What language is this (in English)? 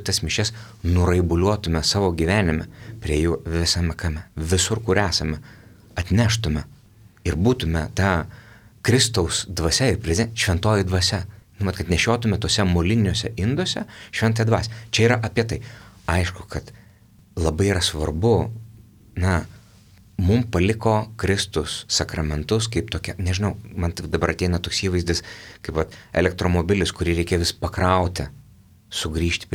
Lithuanian